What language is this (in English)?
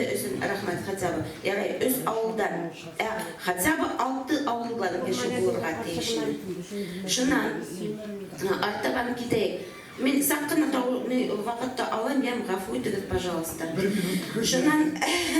Bashkir